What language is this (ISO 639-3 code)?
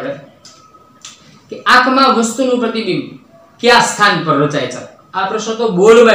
guj